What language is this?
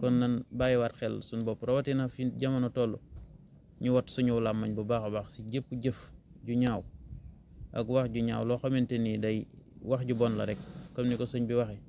Wolof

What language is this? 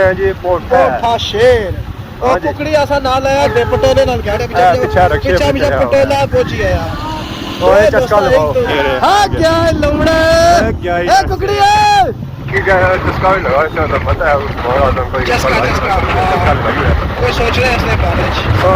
Pahari-Potwari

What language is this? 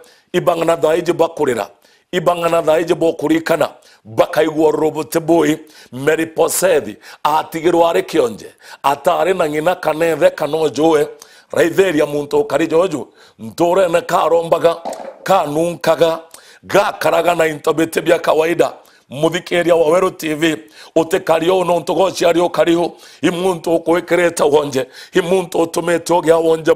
Meru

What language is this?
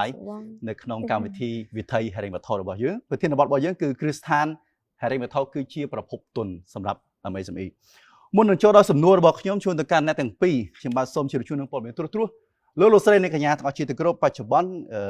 Khmer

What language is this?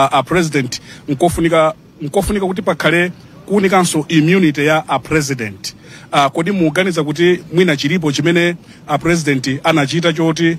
Nyanja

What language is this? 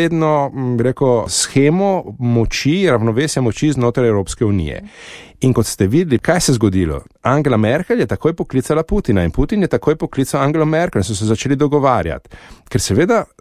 Slovenian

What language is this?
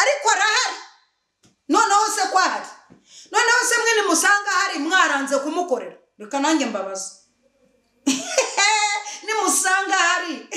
Kinyarwanda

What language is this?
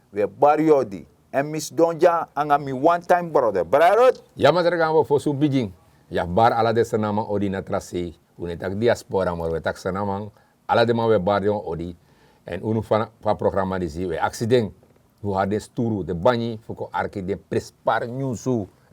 Sranan Tongo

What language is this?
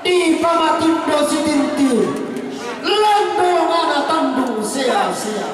Toraja-Sa'dan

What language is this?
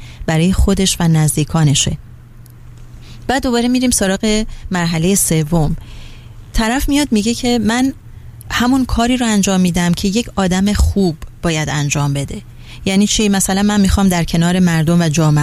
Persian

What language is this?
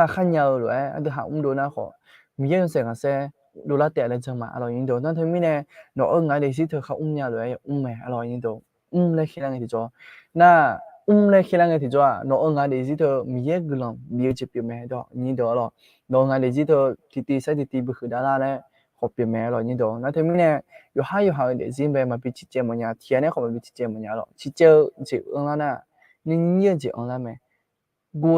Akha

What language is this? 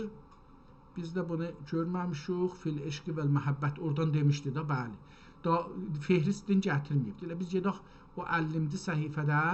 South Azerbaijani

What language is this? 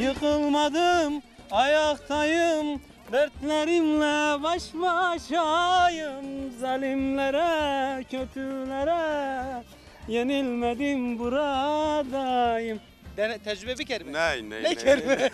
Zaza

